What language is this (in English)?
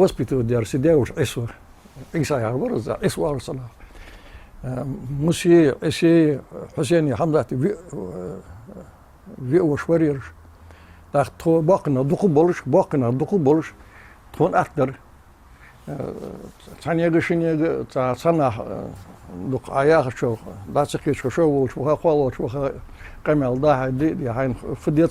Ingush